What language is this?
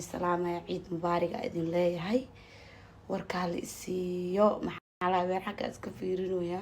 Somali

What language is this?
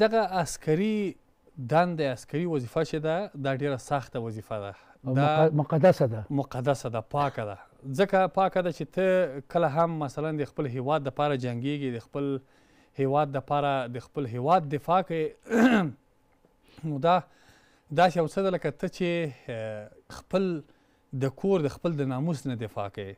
Pashto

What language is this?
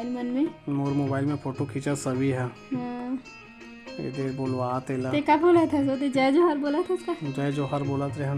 Chhattisgarhi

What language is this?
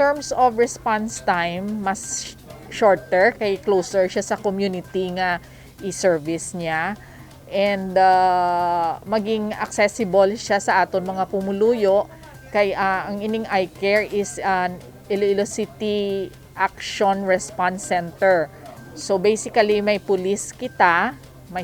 Hiligaynon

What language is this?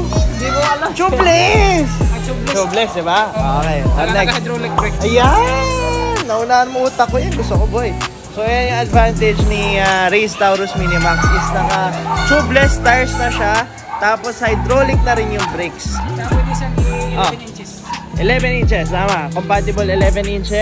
Filipino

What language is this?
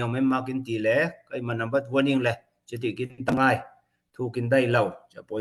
Falam Chin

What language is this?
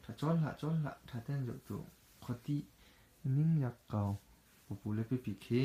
Hakha Chin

